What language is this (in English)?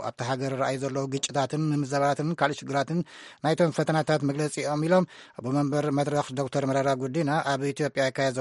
Tigrinya